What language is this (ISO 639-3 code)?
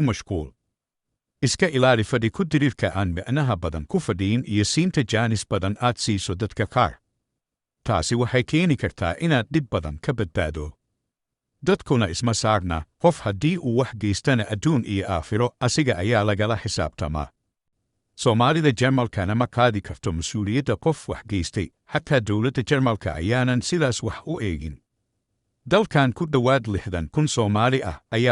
som